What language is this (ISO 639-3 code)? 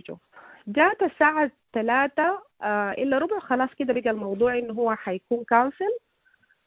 apd